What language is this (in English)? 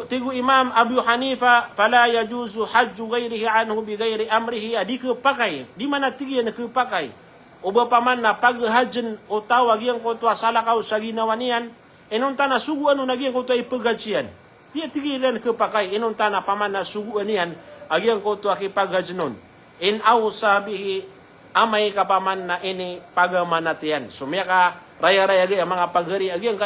Maranao